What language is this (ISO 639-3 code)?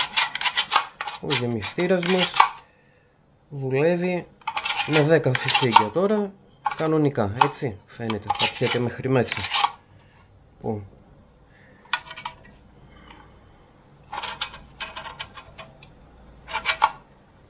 ell